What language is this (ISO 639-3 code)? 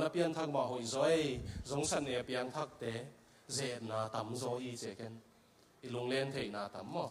ctd